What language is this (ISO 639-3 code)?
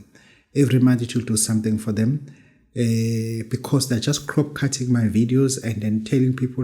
zul